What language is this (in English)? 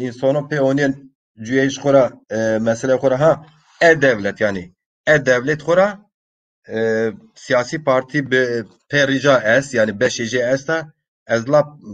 Zaza